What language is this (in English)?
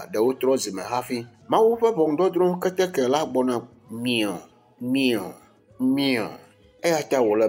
Ewe